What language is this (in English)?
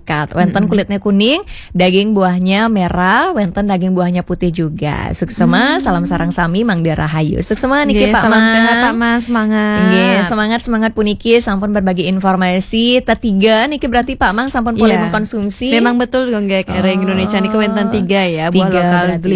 Balinese